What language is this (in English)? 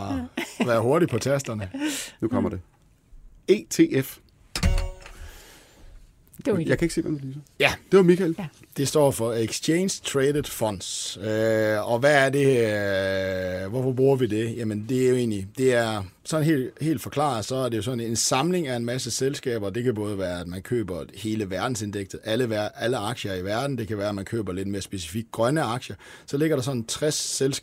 Danish